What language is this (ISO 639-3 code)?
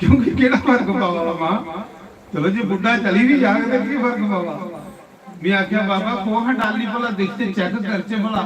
doi